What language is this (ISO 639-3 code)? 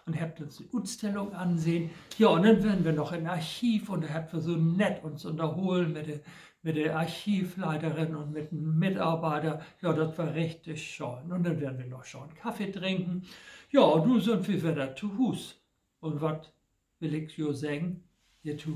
nds